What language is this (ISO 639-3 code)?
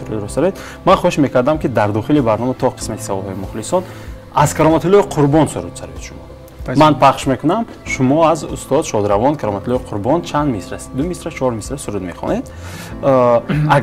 tgk